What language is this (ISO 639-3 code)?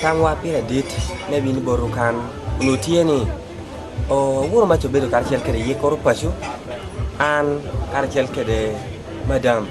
laj